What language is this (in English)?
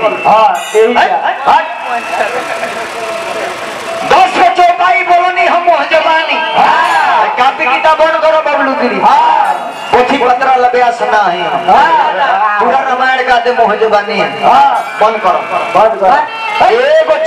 Bhojpuri